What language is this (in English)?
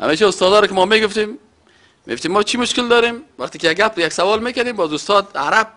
Persian